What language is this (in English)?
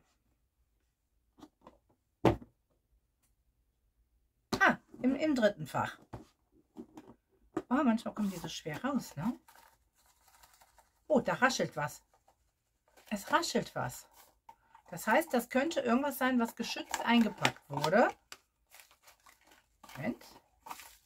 German